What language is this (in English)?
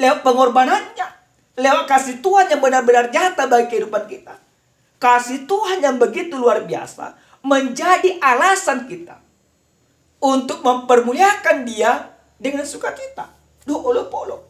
Batak Toba